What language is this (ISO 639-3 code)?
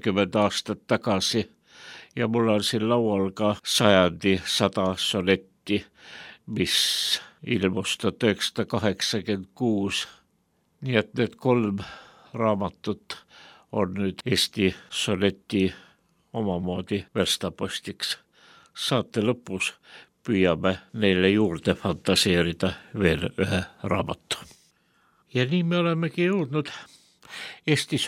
est